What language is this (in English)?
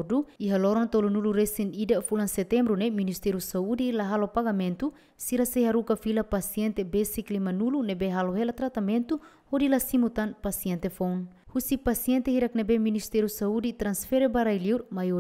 Tetum